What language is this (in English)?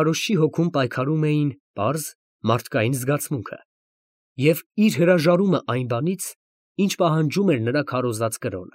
Armenian